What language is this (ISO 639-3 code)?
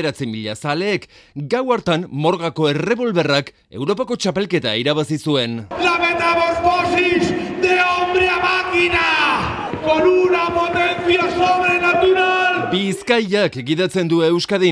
eus